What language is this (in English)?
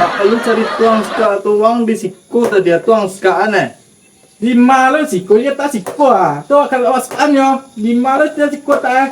Minangkabau